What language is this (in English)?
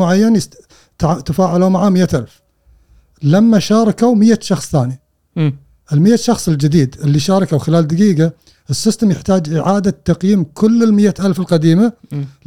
Gulf Arabic